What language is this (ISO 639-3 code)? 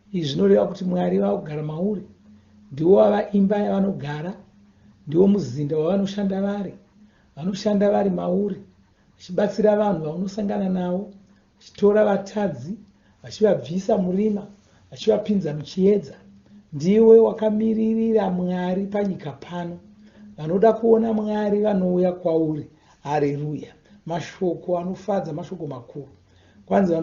sna